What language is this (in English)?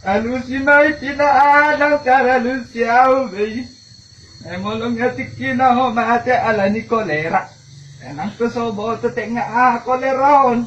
Batak Toba